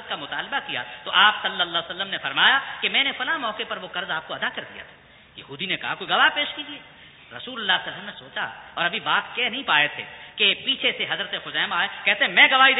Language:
Urdu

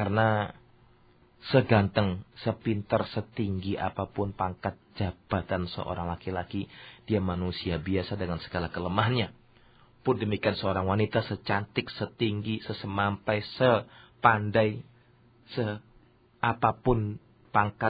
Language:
Indonesian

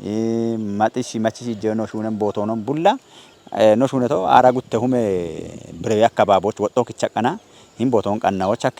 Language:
Kafa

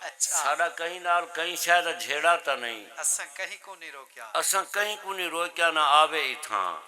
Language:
Saraiki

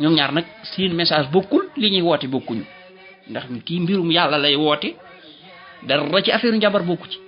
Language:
Wolof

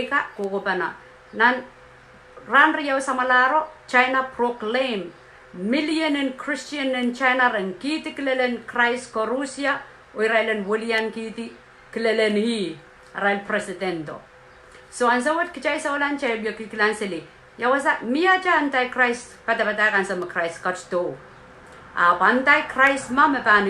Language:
Pohnpeian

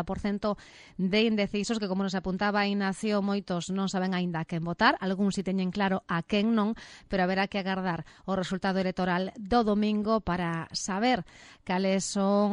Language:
Galician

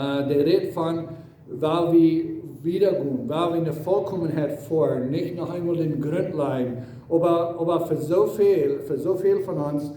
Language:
Plautdietsch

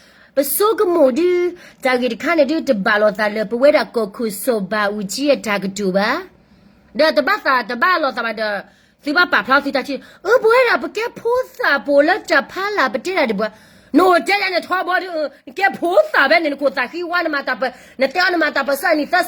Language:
S'gaw Karen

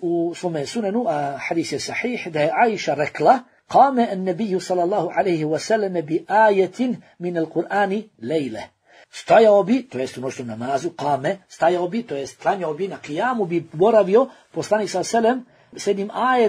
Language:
Bosnian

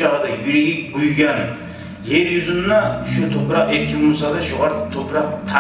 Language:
Kumyk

